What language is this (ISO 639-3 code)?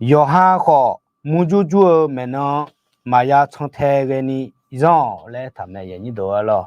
ahk